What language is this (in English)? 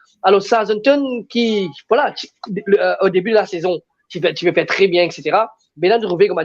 Morisyen